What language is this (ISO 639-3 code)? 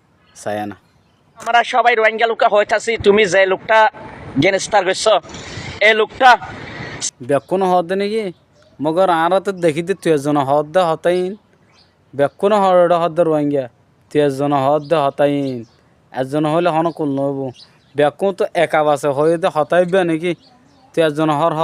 rhg